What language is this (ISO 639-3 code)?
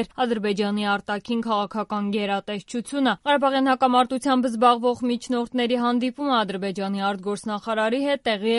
hye